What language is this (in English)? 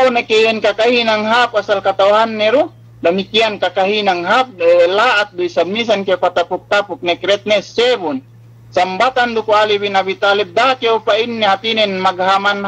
Yakan